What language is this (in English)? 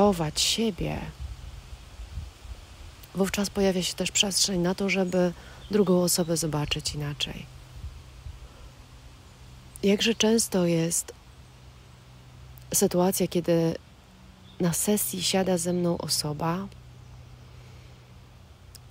Polish